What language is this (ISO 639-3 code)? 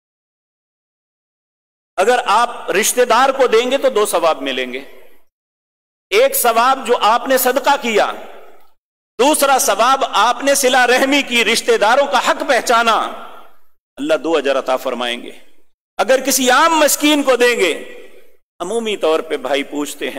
urd